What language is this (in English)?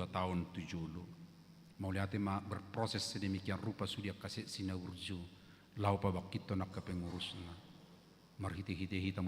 Batak Toba